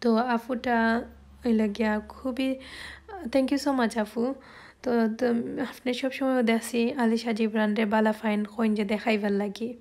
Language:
Sylheti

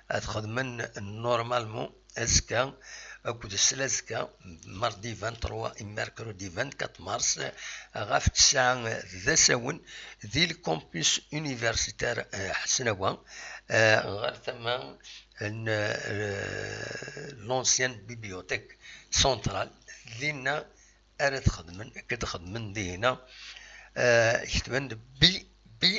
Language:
Kabyle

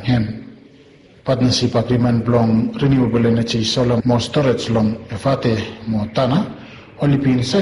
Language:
Bislama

